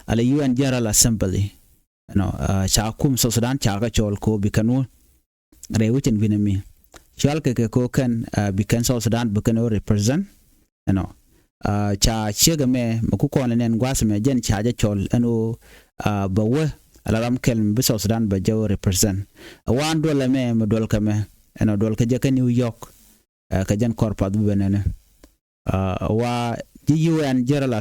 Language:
Nuer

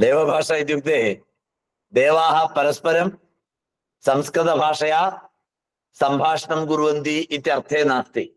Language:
Sanskrit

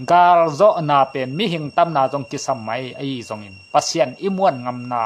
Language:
Tedim Chin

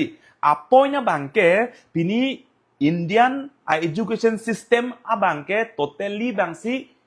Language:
Karbi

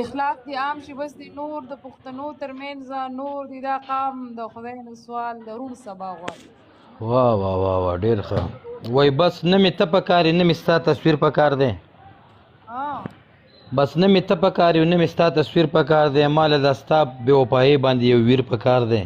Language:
Pashto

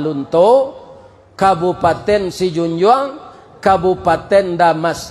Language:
Minangkabau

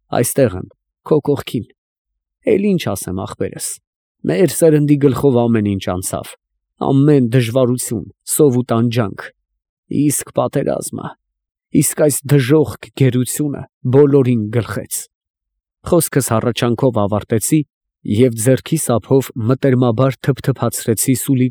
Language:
Armenian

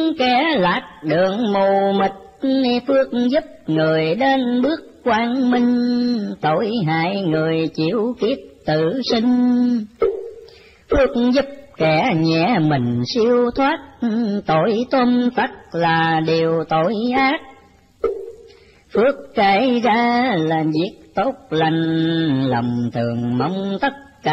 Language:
Vietnamese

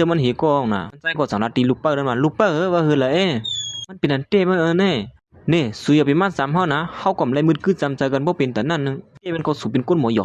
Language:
Shan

